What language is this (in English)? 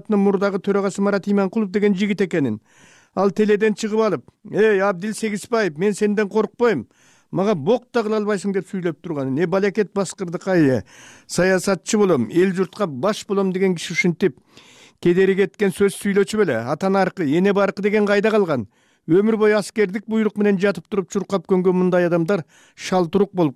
Kyrgyz